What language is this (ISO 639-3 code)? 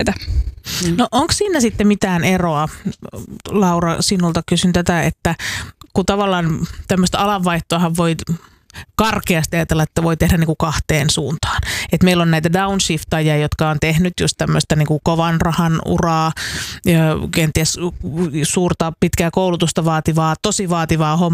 fin